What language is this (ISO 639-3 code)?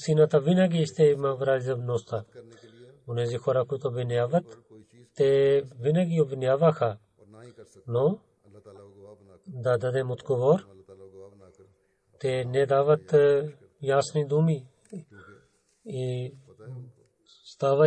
bul